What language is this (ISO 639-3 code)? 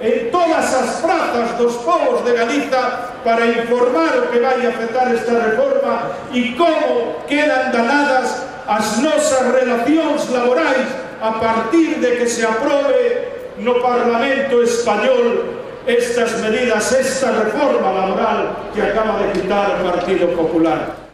glg